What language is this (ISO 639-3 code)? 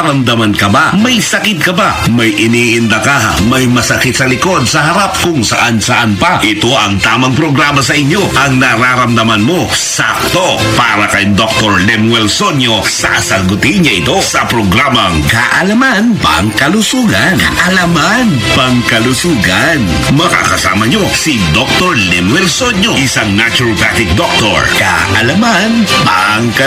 fil